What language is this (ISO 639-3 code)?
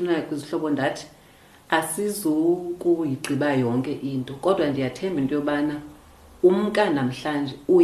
xho